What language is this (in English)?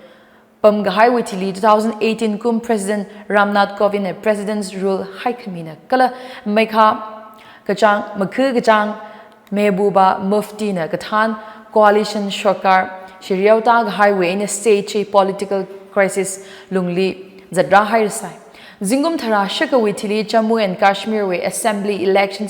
Tangkhul Naga (India)